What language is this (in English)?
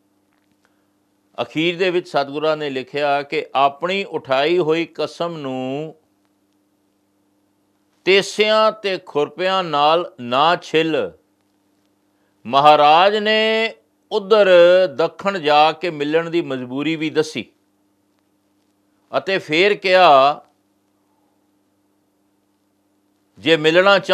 Punjabi